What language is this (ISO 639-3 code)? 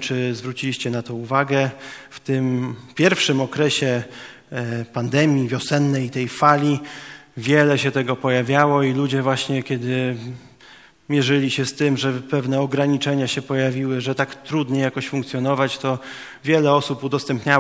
pol